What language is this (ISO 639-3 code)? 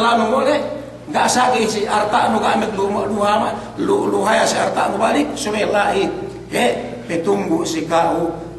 yka